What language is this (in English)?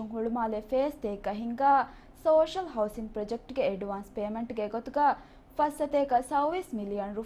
Divehi